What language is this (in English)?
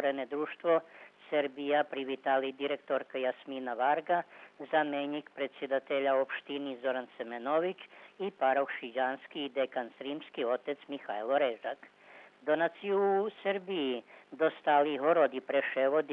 Rusyn